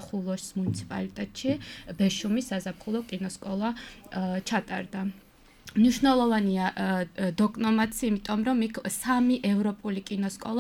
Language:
Georgian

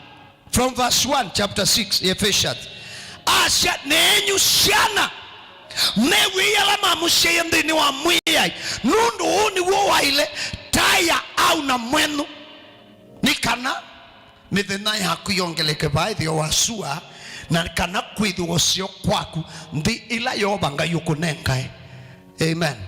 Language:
Kamba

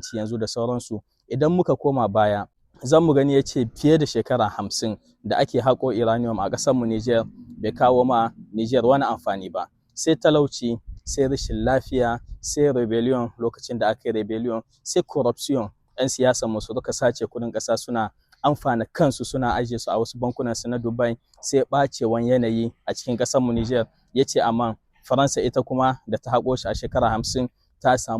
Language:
Hausa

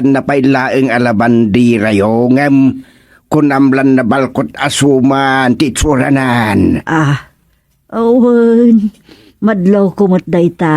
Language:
Iloko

